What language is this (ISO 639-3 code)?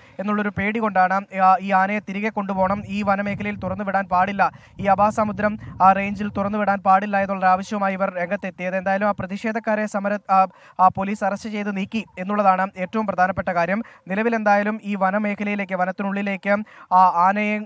mal